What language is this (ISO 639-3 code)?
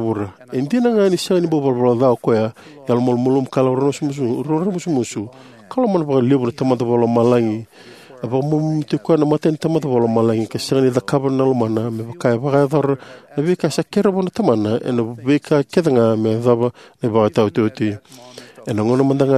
fij